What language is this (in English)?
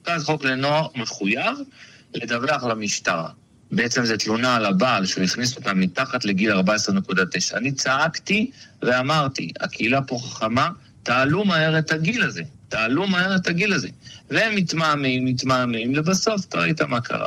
Hebrew